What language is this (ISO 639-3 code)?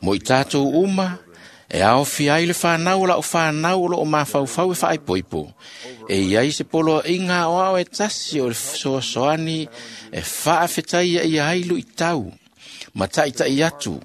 smo